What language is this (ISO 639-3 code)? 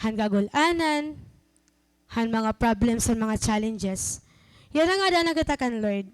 war